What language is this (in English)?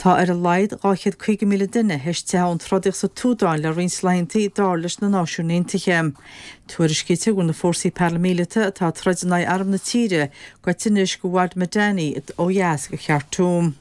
Irish